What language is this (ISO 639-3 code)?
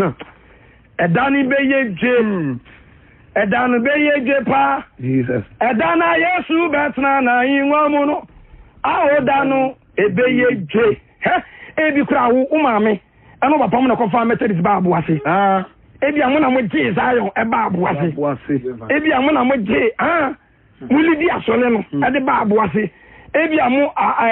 aka